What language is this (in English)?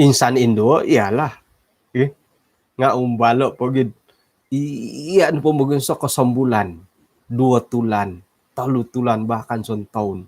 Central Dusun